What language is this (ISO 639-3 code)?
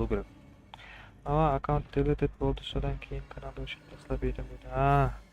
kaa